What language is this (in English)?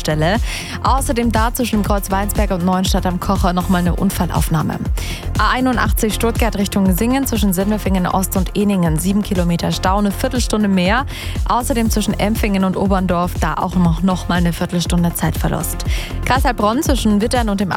German